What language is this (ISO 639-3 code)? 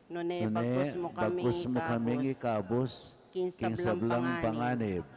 pam